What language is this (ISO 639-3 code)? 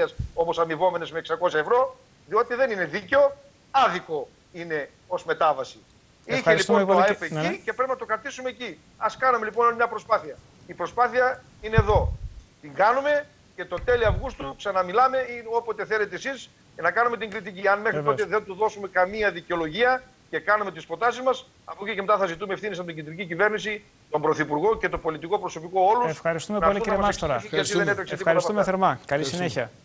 ell